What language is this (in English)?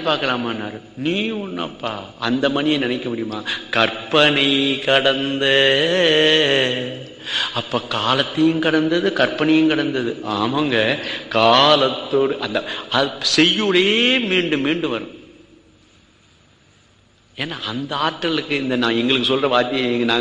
Tamil